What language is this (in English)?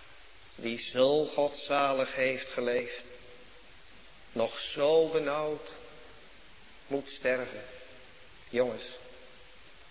Dutch